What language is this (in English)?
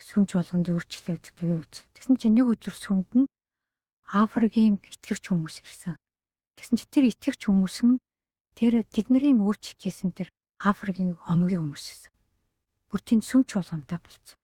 Mongolian